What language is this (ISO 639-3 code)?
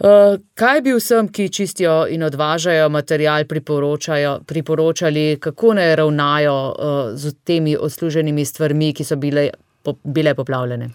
slv